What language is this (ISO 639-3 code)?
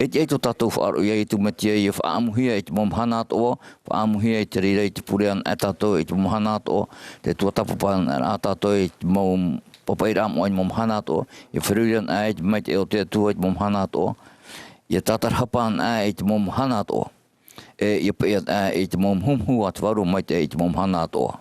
tah